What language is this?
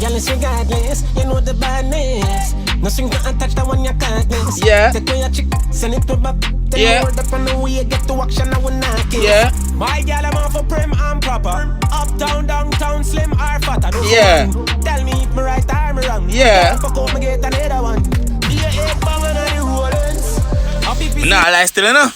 Jamaican Creole English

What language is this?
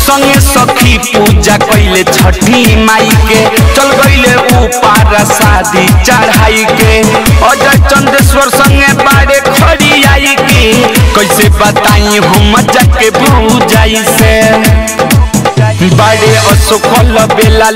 Bhojpuri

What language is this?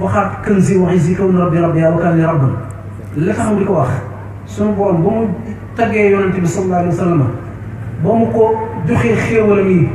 Wolof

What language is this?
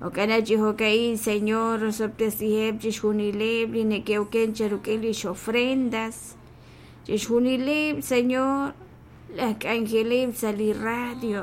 Kekchí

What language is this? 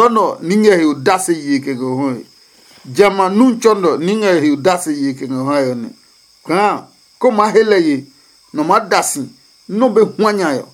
Adangme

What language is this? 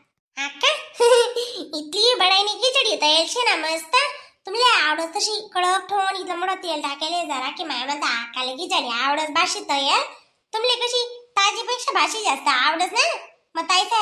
Khandesi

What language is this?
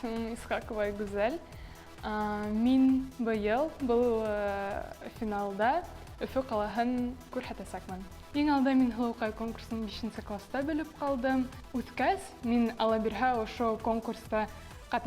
Bashkir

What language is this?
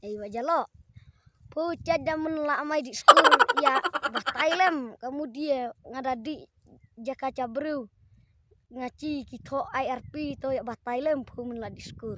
Khasi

